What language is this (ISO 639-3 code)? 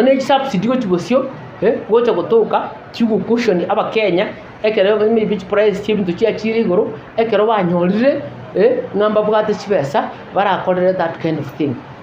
guz